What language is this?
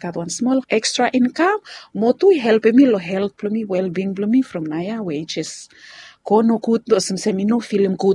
Bislama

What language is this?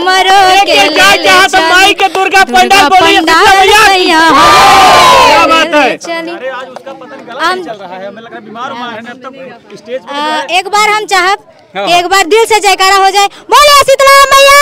Bhojpuri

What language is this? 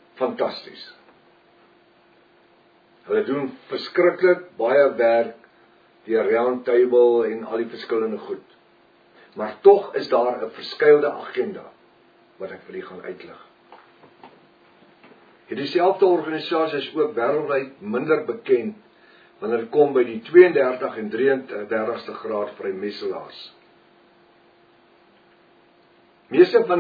Afrikaans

